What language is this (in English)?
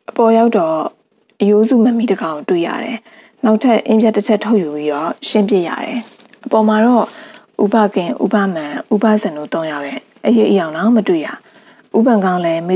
Burmese